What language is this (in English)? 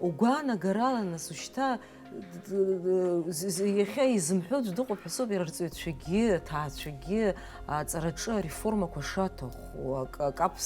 Abkhazian